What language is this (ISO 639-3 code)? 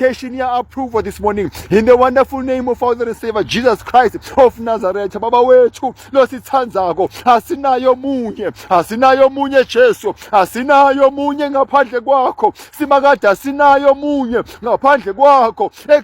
zul